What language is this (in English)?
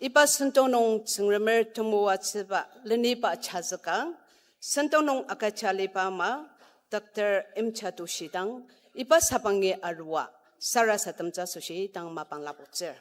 Ao Naga